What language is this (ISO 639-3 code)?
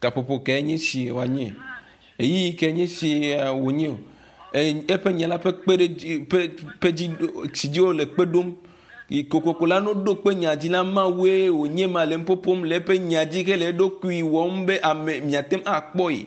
ewe